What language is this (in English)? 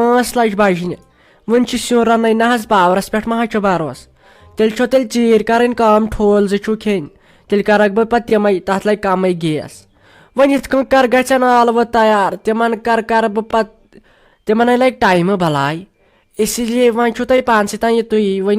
Kashmiri